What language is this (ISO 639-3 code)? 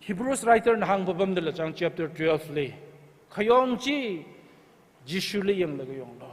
nmf